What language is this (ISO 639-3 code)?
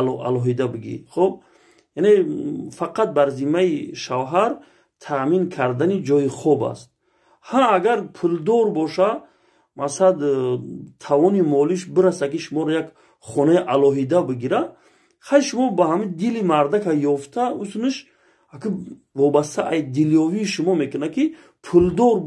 tgk